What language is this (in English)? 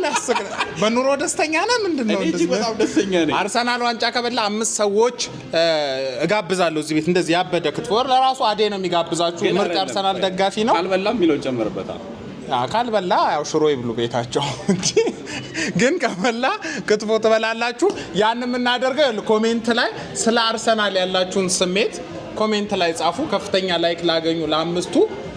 Amharic